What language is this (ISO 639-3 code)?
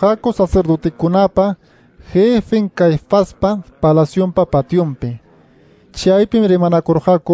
que